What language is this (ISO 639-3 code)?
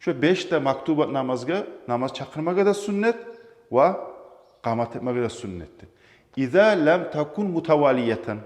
kum